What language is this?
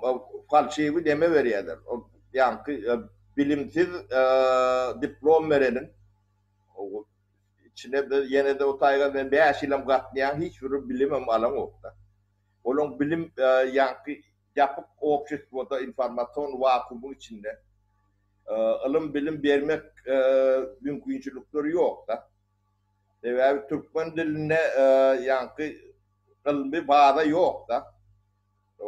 Turkmen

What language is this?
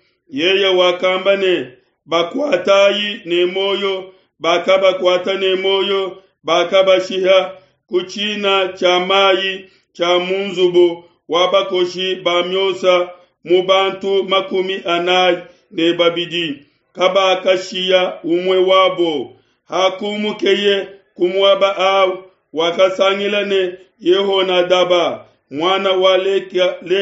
Luba-Lulua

